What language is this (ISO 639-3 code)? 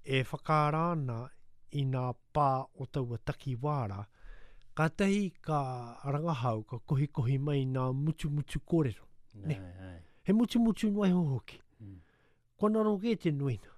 lav